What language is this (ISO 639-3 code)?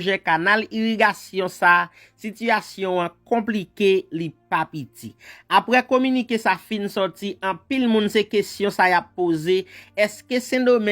hat